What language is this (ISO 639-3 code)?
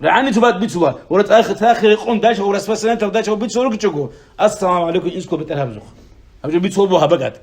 ava